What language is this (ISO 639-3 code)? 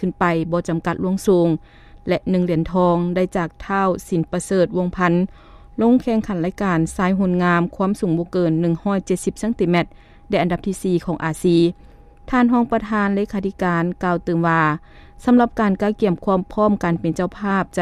lao